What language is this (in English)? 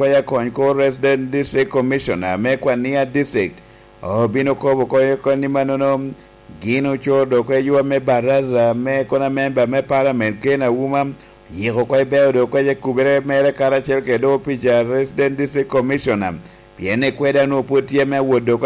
Lango (Uganda)